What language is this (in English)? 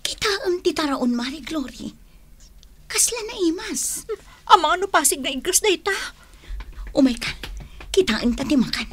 Iloko